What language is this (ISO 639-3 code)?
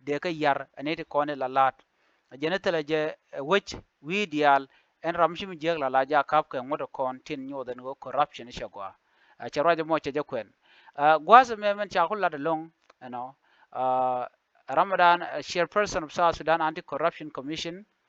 nus